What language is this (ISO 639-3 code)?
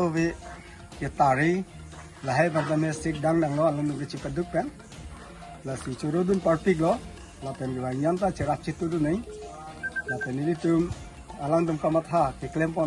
mjw